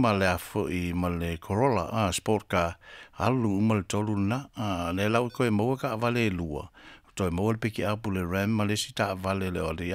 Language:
Samoan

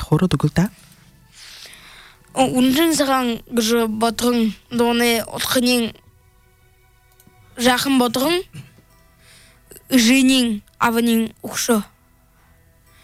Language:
Buriat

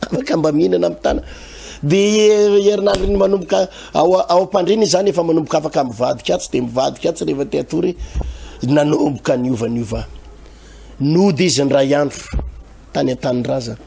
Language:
Malagasy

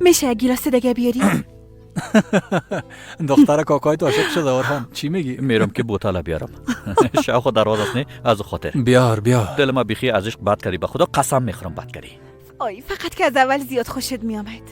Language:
Persian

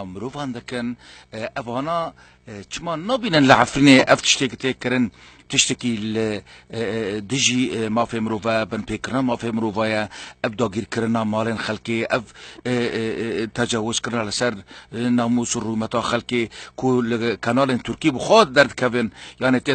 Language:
Kurdish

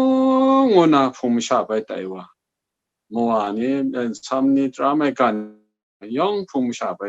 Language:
Kachin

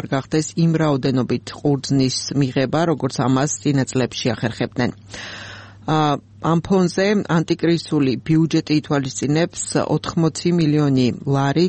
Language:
Georgian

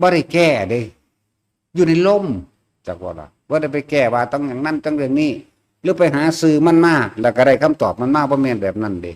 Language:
Northeastern Thai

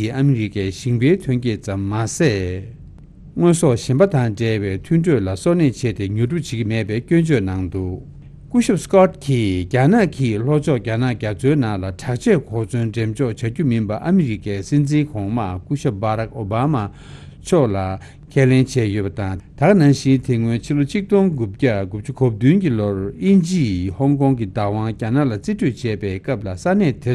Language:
Tibetan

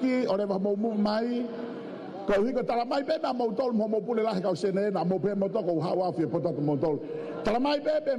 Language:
Tongan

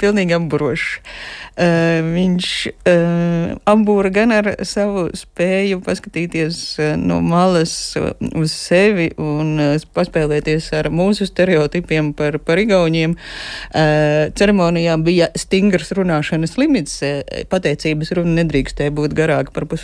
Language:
Latvian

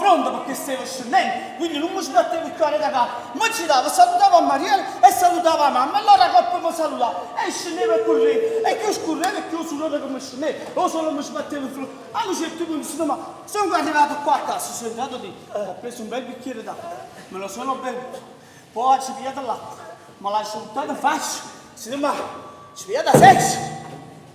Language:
Neapolitan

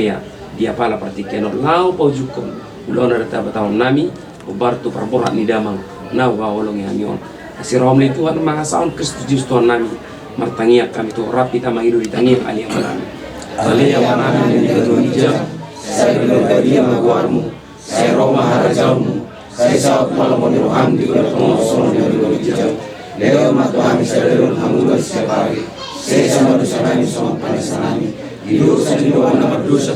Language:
Batak Toba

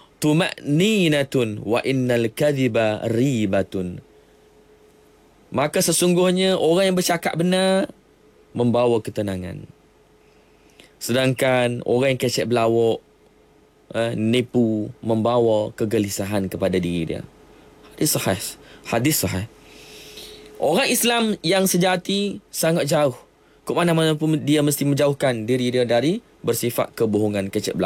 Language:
Malay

